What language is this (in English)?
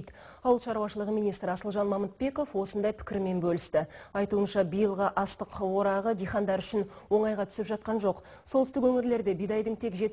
Kazakh